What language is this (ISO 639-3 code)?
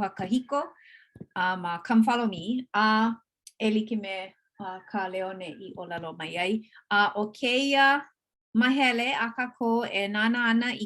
haw